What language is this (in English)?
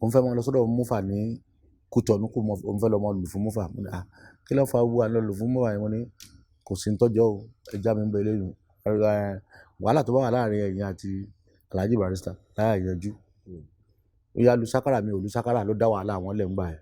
Yoruba